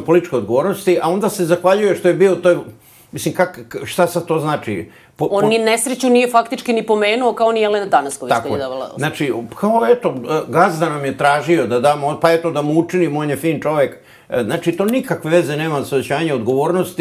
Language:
Serbian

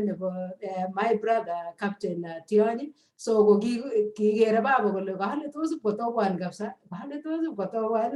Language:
Kalenjin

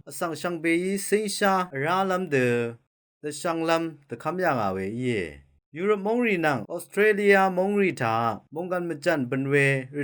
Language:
Rawang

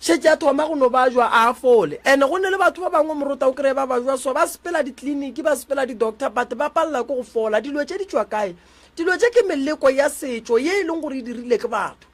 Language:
Northern Sotho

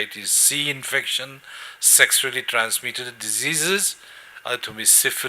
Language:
Tangkhul Naga (India)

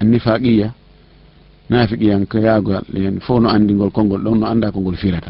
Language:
Fula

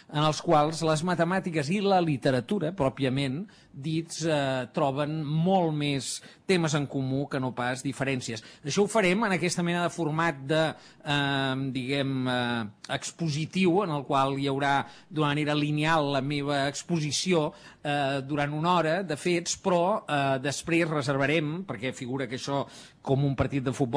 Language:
Catalan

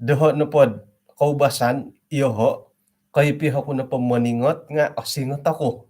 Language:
Central Dusun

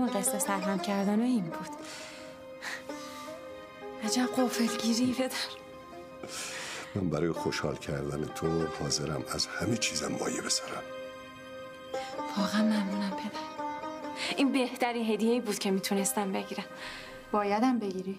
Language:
Persian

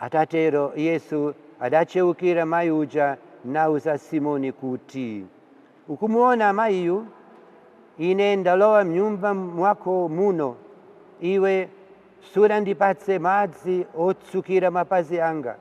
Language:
Nyanja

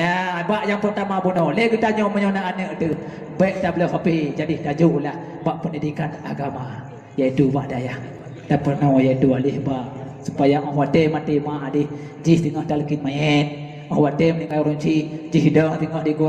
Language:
Achinese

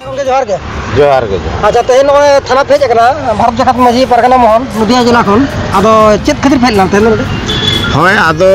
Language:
Santali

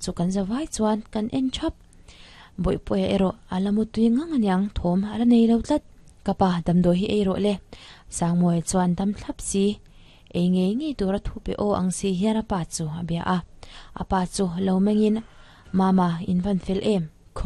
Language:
Mizo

